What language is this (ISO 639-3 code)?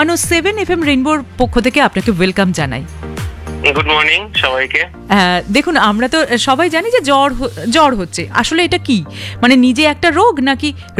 ben